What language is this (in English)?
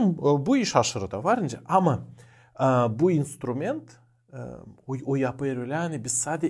Gagauz